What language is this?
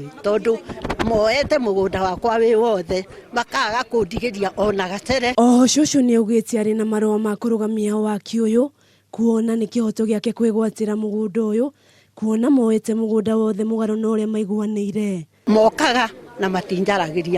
Kikuyu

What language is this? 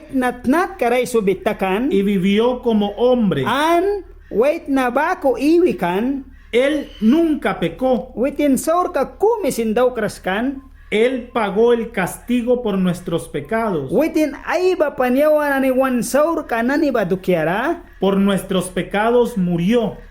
Mískito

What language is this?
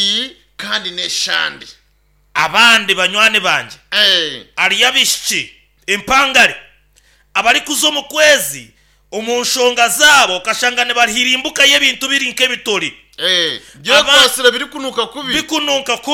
Nyankole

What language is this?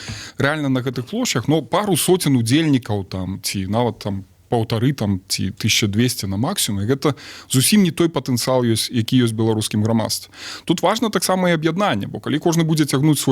Belarusian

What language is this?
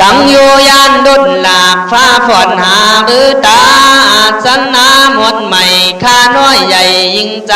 Khün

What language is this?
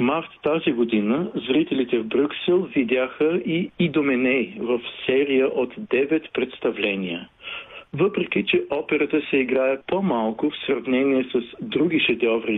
Bulgarian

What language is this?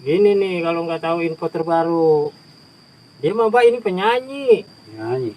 Betawi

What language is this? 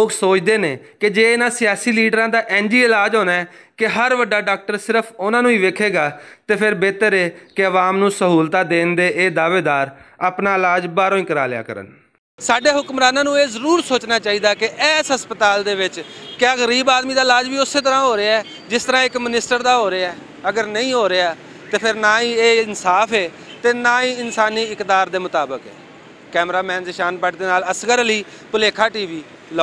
Western Panjabi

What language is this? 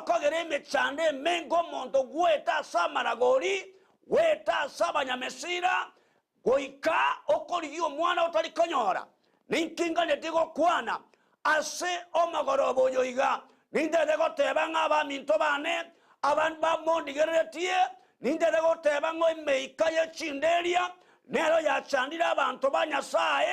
Gusii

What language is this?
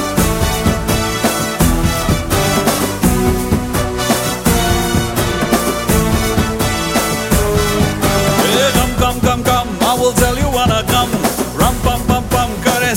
Telugu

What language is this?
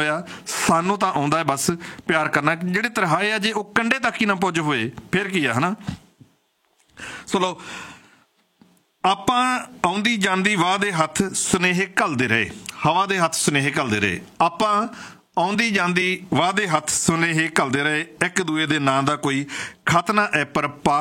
Punjabi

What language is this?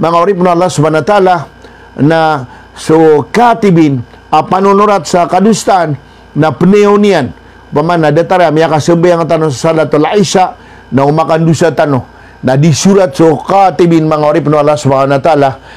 Maranao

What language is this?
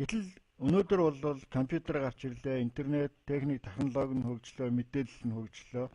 Mongolian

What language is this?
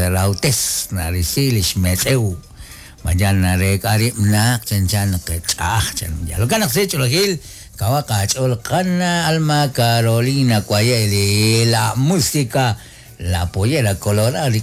Kekchí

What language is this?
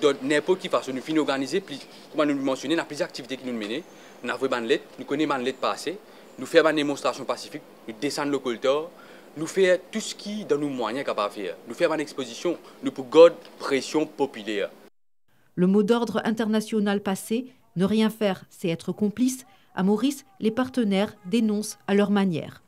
Morisyen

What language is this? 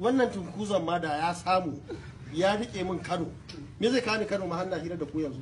Hausa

